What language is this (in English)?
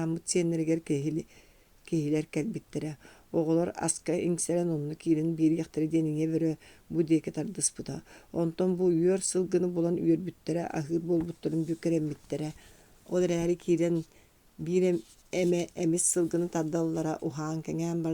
Yakut